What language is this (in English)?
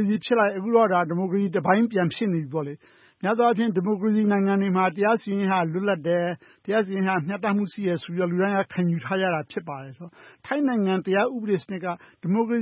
Burmese